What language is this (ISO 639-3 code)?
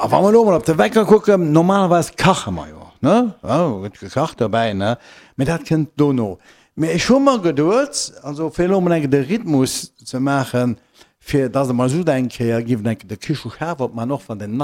ltz